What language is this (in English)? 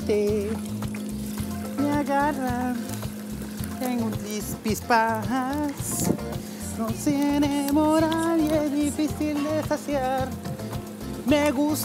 Spanish